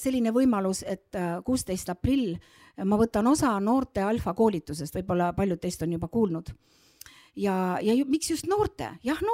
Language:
Estonian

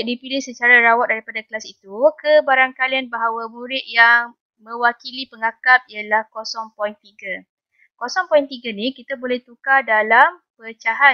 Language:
Malay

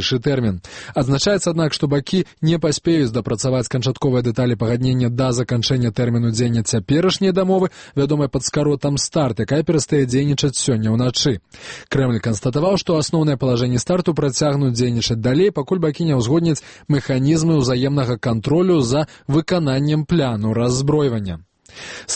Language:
Belarusian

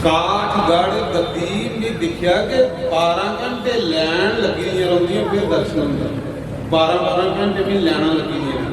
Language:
Dogri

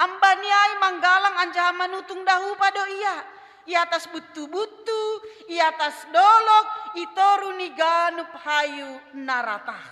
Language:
Batak Simalungun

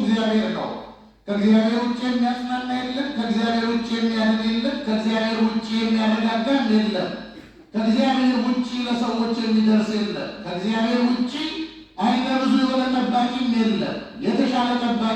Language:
Amharic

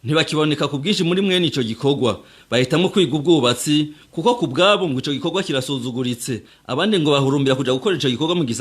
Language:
Rundi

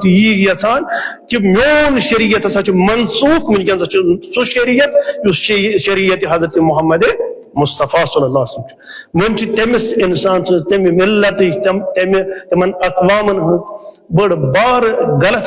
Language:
Kashmiri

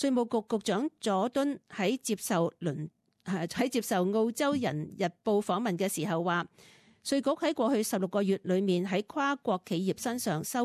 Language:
Cantonese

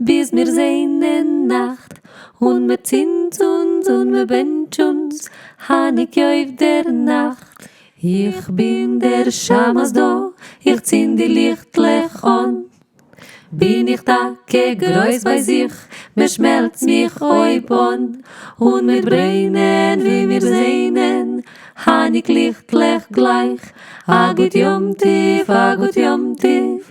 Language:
Yiddish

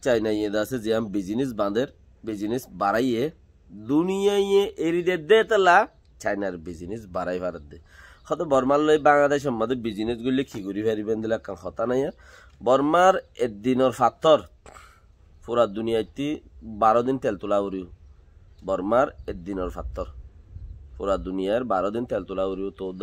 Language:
Rohingya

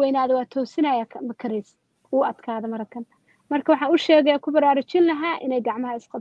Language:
Somali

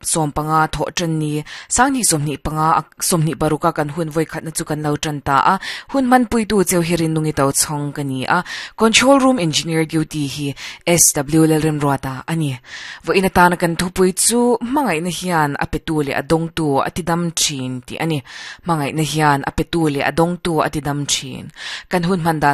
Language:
Mizo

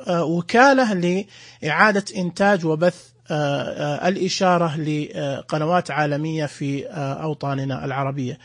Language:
Najdi Arabic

